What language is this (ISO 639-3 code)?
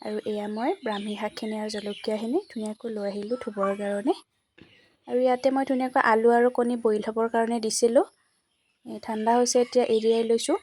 asm